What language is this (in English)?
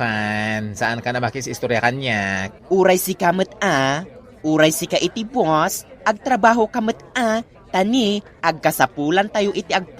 Iloko